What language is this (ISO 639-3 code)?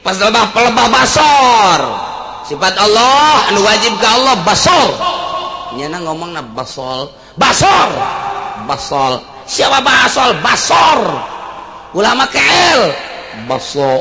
sun